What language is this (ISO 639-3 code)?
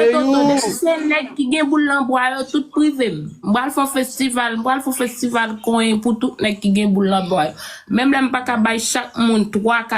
hat